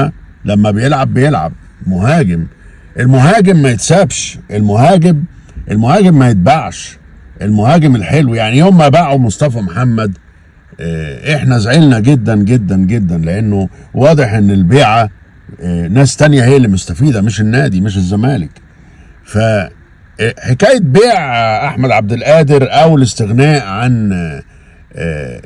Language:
Egyptian Arabic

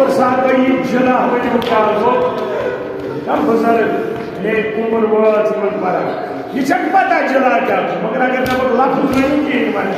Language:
Kashmiri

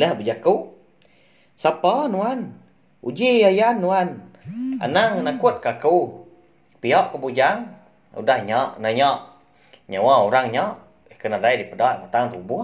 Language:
Iban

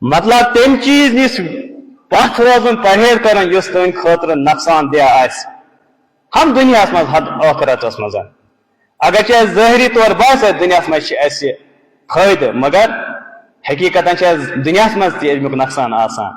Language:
Kashmiri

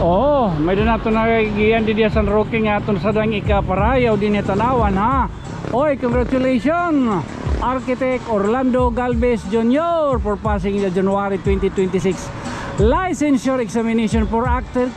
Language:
Waray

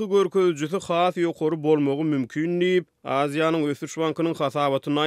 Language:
Turkmen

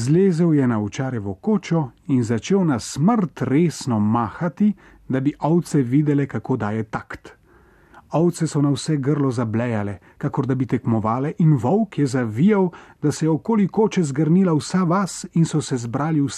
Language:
Slovenian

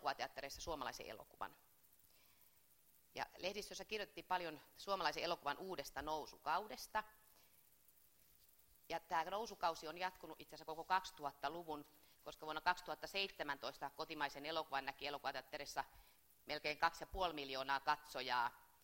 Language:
Finnish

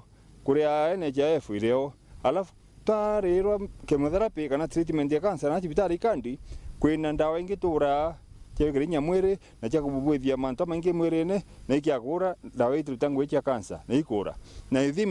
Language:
Meru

